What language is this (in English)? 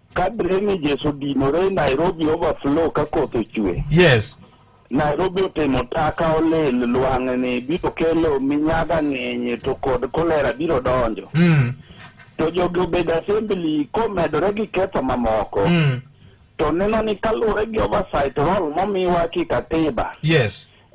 Luo (Kenya and Tanzania)